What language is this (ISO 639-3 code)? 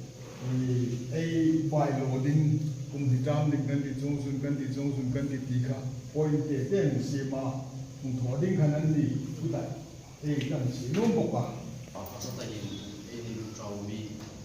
hmr